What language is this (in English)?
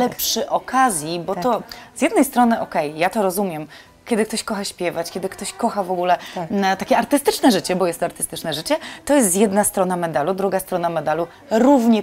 Polish